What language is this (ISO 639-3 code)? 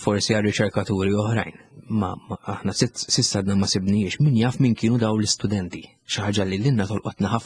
mlt